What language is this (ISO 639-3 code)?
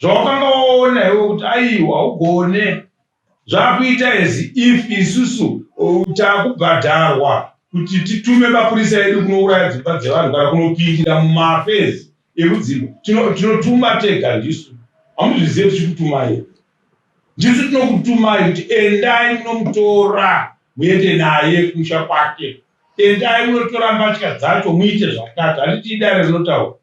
sna